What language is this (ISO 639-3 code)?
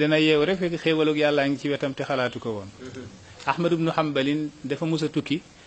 wol